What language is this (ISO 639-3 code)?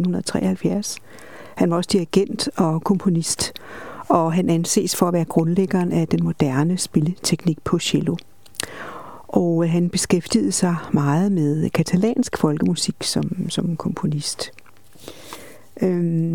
dan